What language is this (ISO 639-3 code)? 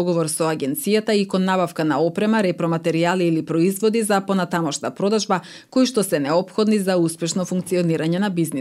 mkd